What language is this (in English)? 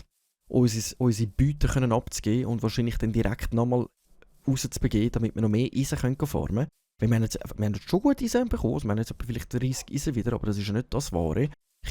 Swiss German